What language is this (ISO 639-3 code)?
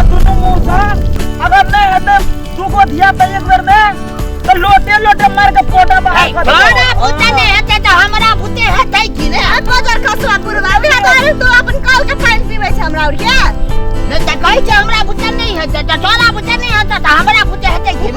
mai